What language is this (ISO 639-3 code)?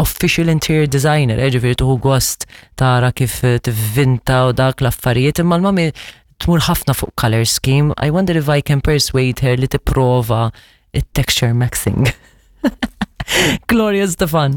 mlt